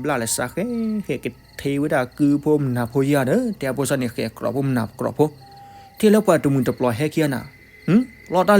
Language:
S'gaw Karen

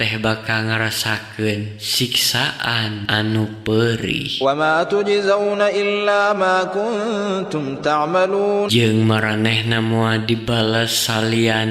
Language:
Sundanese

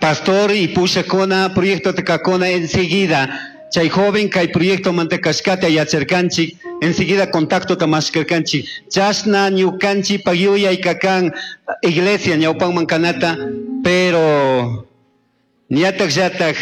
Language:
Chimborazo Highland Quichua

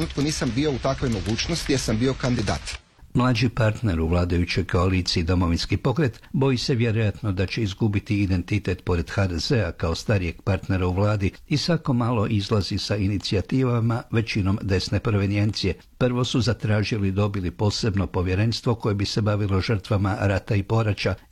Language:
Croatian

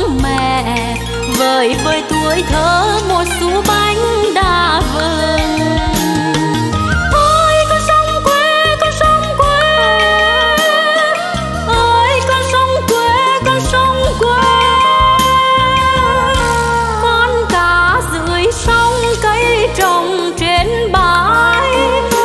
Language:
Vietnamese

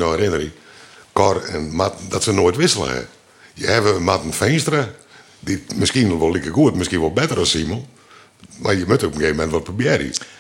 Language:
Western Frisian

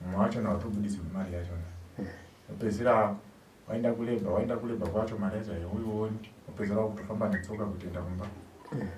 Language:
Shona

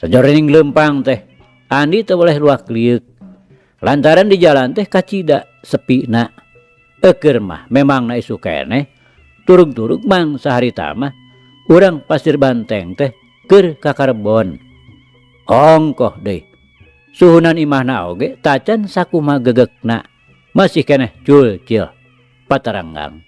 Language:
Sundanese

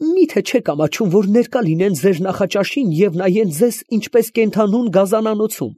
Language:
Armenian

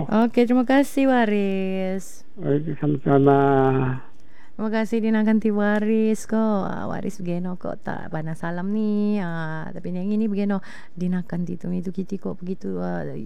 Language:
Malay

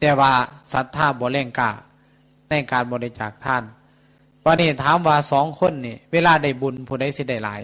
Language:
Northeastern Thai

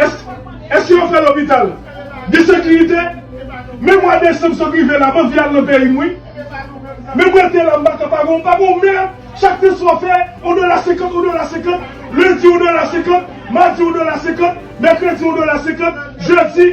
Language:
Haitian Creole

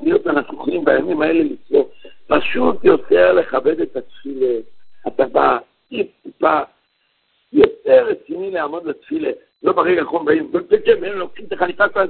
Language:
Hebrew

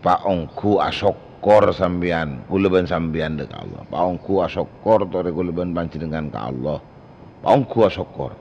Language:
Madurese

